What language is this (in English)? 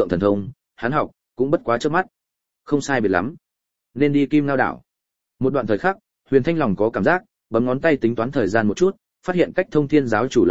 Vietnamese